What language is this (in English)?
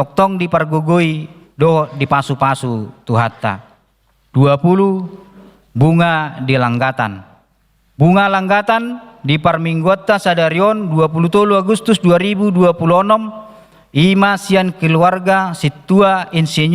Batak Toba